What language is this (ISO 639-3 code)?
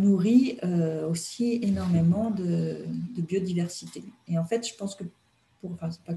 fra